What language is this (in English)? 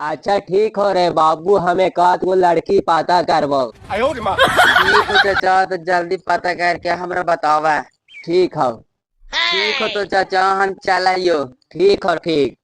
Magahi